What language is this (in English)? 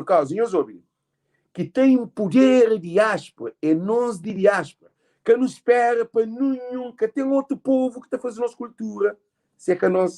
Kabuverdianu